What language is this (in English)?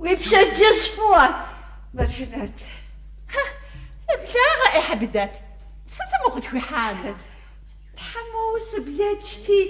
Kabardian